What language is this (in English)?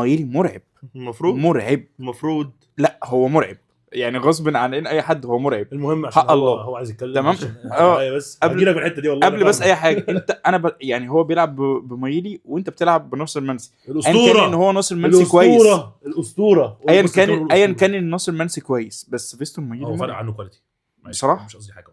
Egyptian Arabic